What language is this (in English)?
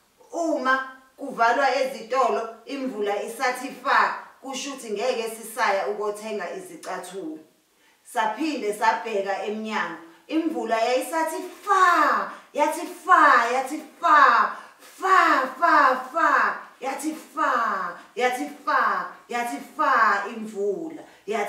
Zulu